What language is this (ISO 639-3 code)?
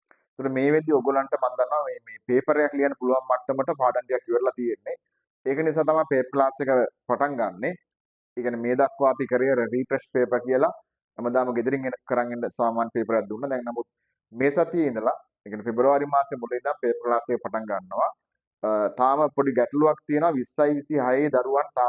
sin